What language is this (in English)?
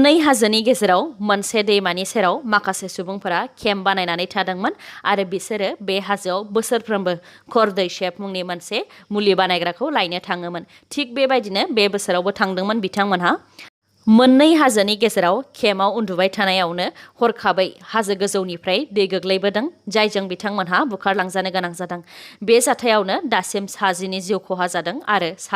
Bodo